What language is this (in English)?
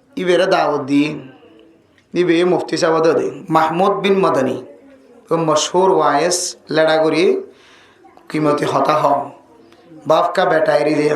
Rohingya